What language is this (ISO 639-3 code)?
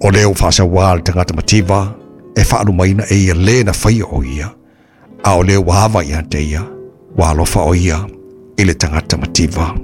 smo